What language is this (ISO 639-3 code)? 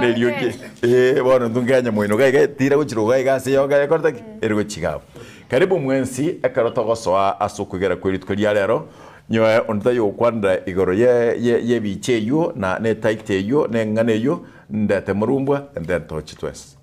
guz